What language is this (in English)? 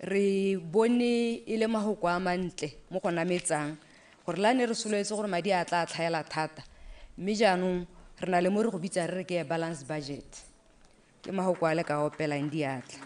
Tswana